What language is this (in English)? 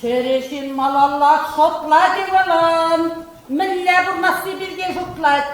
Chuvash